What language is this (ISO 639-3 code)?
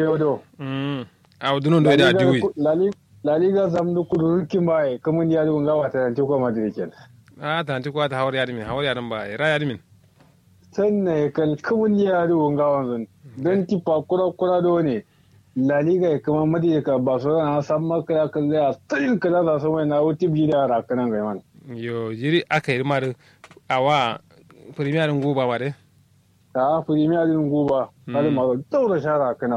kau